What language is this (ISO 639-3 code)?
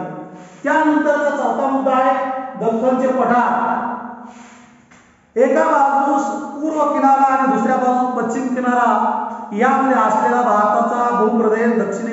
mar